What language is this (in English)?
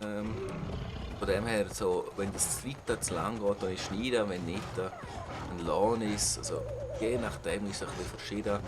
Swiss German